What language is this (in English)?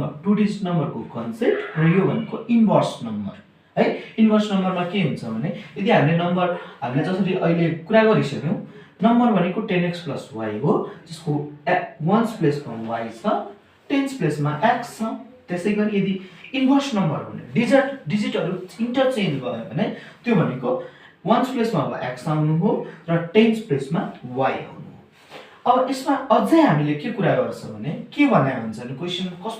Nepali